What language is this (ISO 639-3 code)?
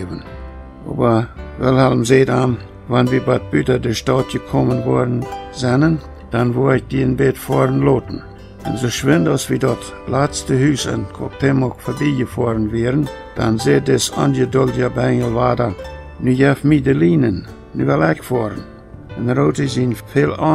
pdt